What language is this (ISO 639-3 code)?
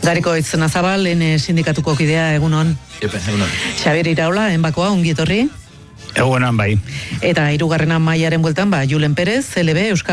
eus